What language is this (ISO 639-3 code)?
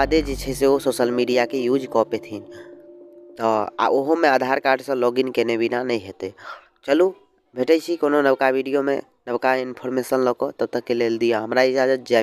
mai